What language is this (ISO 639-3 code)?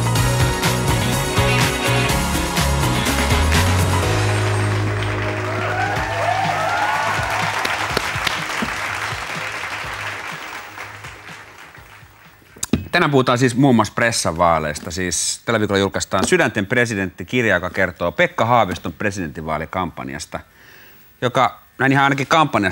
fin